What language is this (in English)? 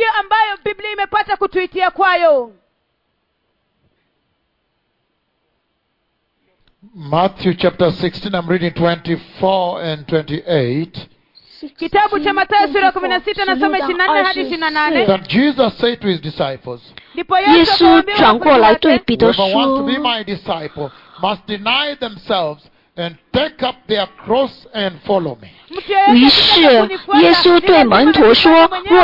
Swahili